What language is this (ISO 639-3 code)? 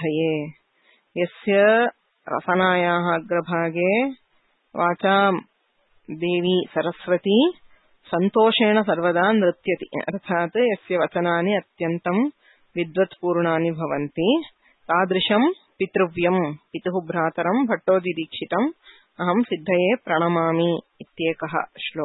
san